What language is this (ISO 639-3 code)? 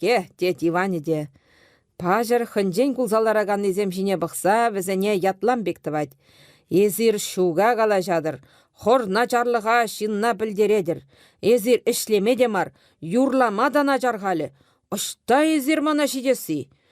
chv